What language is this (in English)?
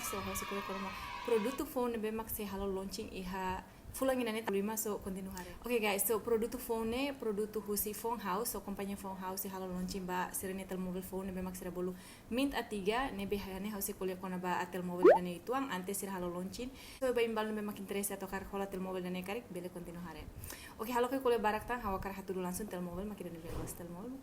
Tetum